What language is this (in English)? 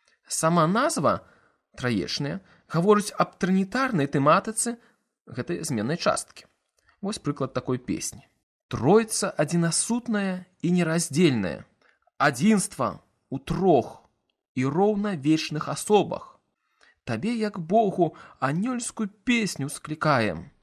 Belarusian